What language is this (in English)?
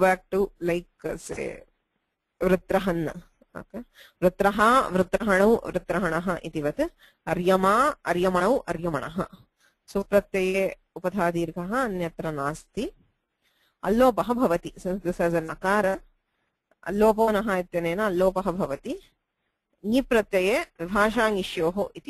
Sanskrit